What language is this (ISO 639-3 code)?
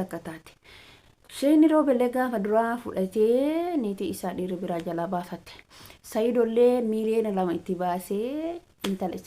orm